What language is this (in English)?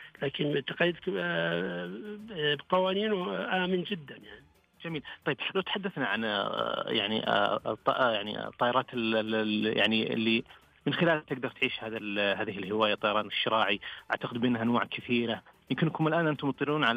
Najdi Arabic